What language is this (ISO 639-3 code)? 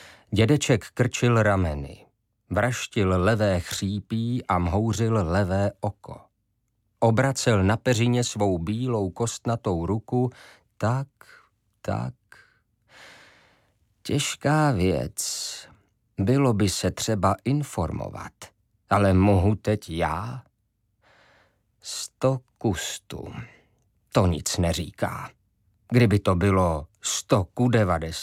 ces